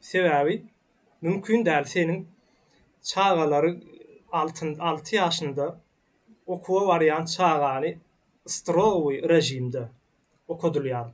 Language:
Turkmen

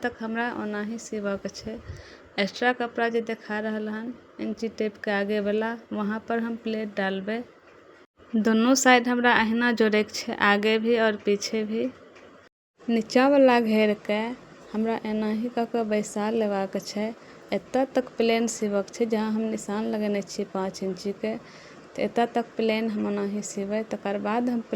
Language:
Maithili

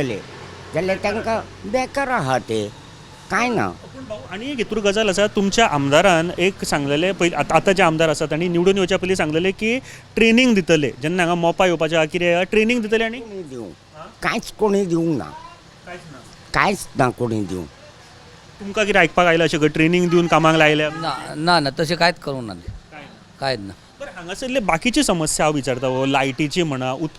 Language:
Konkani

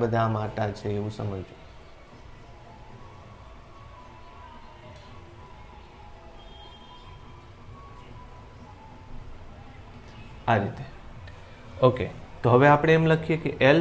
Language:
Gujarati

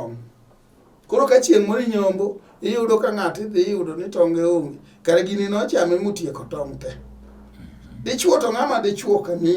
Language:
Luo (Kenya and Tanzania)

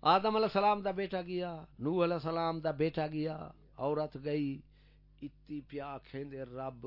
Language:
Saraiki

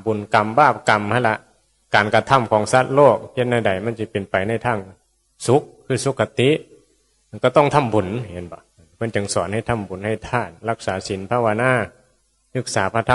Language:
Northeastern Thai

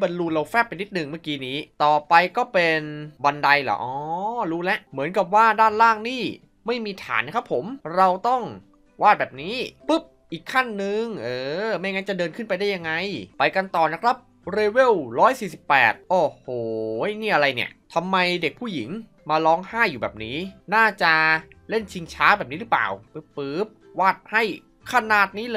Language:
Thai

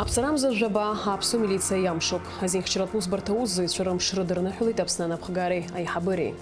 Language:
Abkhazian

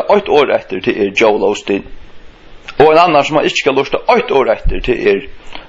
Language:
Faroese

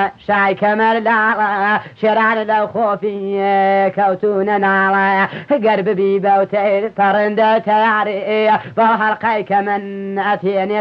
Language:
Central Kurdish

